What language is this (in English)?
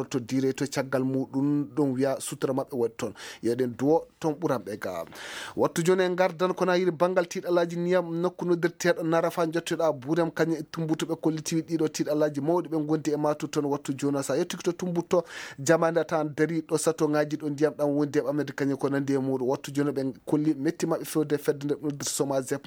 Fula